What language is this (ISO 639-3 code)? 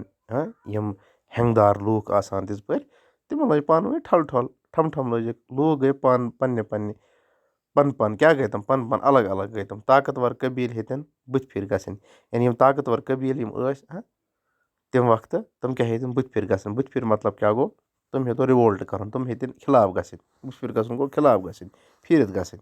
kas